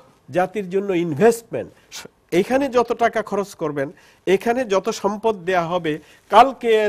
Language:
Bangla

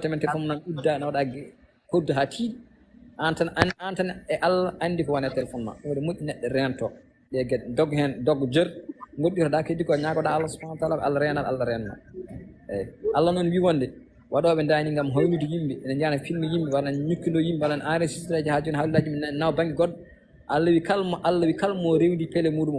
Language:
Fula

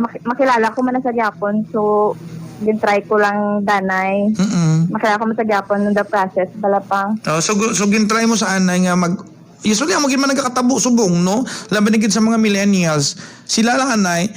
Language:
Hiligaynon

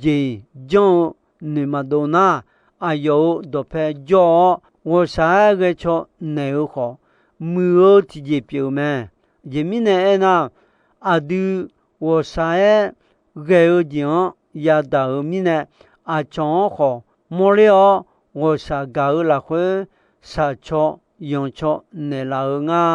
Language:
Akha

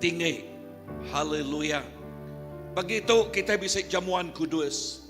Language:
Iban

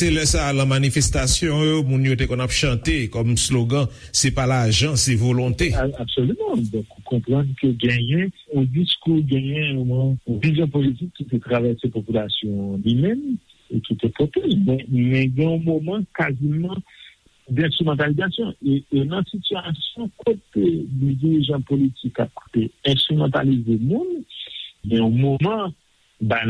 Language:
Haitian Creole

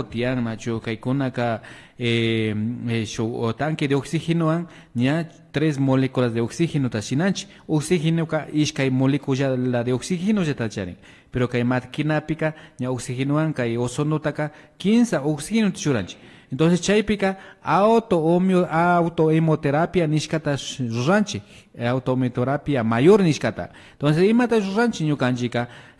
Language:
Imbabura Highland Quichua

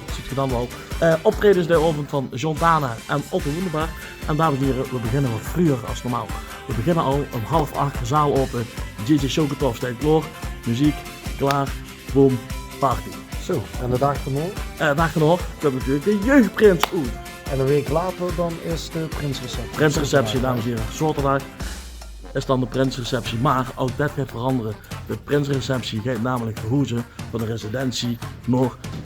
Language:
Limburgish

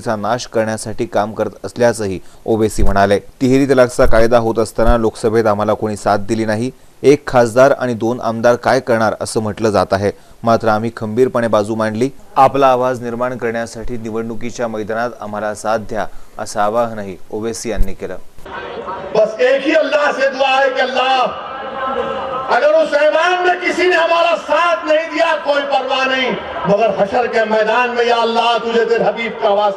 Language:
Marathi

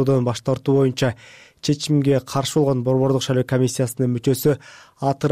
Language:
Kyrgyz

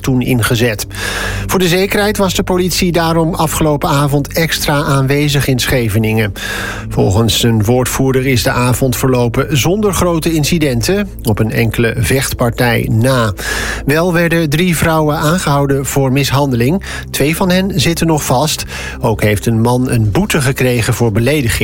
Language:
Dutch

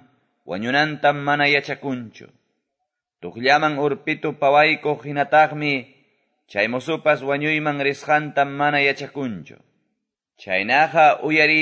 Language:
Quechua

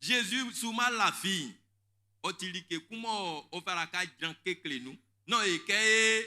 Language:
Baoulé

